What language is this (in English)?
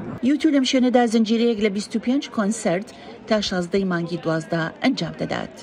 Central Kurdish